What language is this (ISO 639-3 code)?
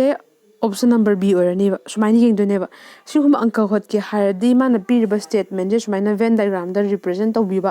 mni